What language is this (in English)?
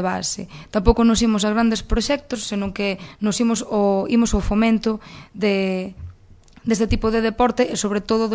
Galician